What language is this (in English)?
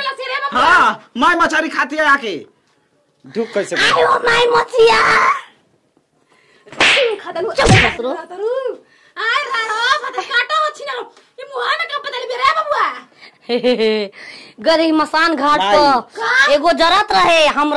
Bhojpuri